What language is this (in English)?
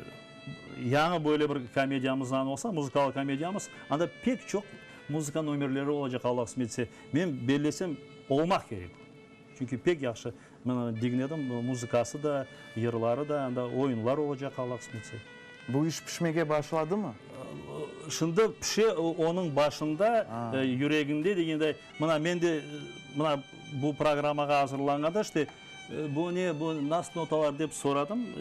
Crimean Tatar